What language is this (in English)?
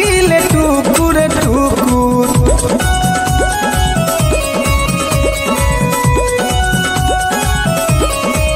Bhojpuri